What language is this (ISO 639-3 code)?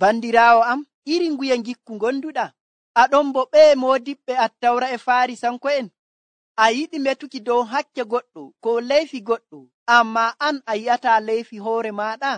fuv